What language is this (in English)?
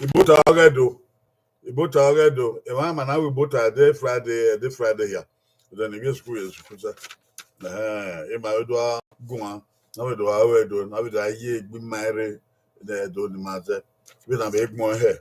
Bini